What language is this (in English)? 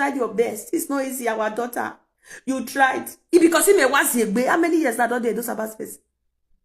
Nigerian Pidgin